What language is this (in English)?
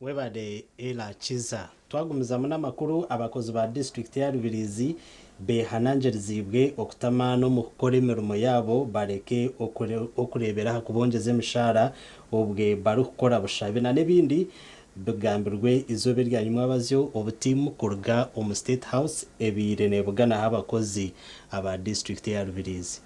Nyankole